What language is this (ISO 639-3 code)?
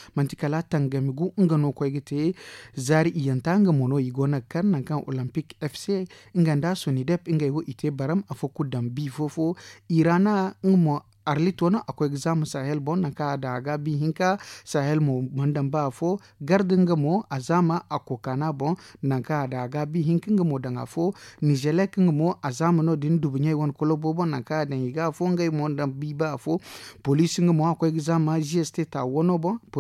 dje